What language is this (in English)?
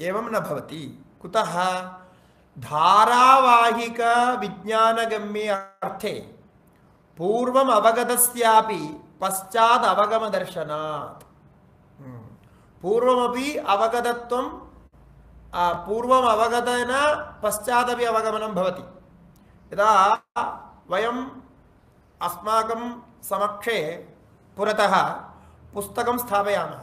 Sanskrit